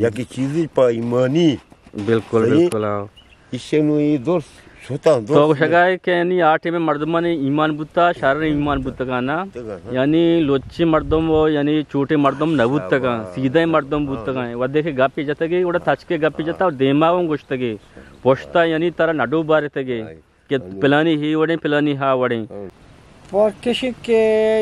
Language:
Eastern Balochi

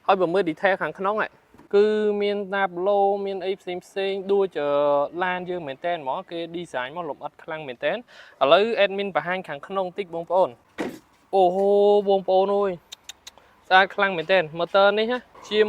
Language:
Khmer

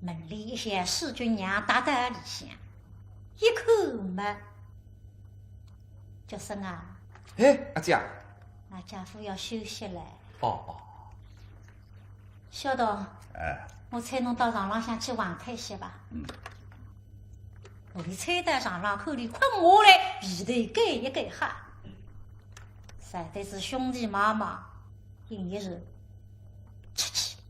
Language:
Wu Chinese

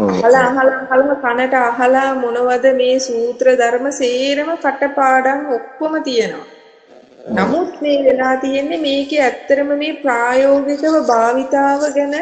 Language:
Sinhala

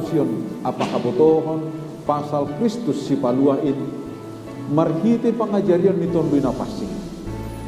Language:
Batak Simalungun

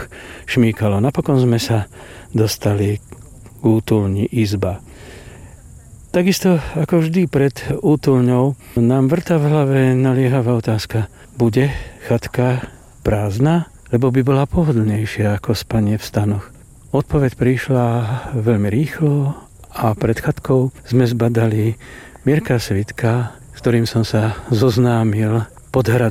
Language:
Slovak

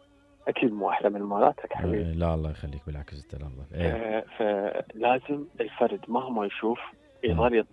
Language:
Mesopotamian Arabic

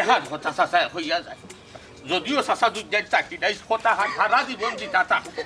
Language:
Sylheti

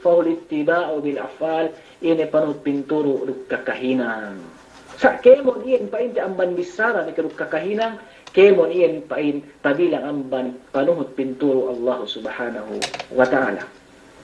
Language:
Yakan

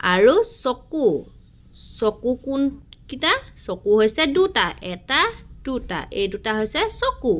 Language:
Assamese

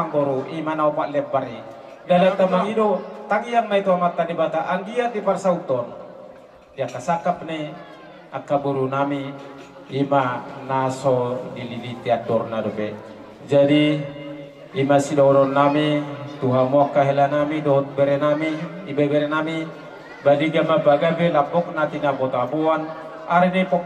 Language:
Batak Toba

